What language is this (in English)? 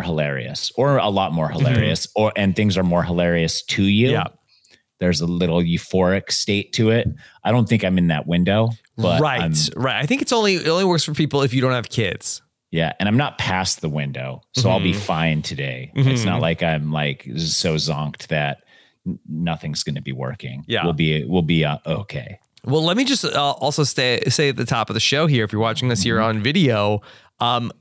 English